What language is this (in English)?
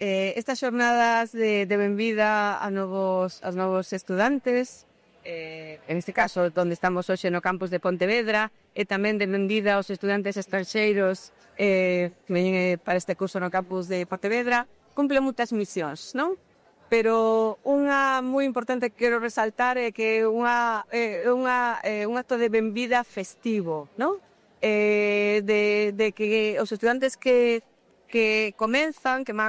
Galician